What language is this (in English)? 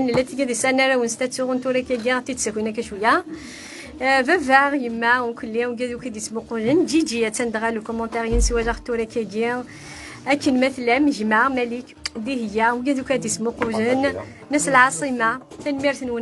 Kabyle